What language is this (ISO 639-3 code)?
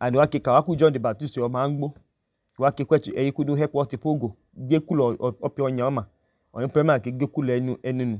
idu